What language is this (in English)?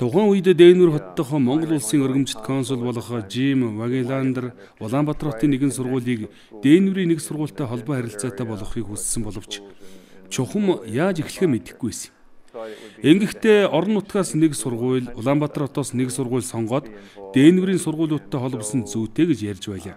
Mongolian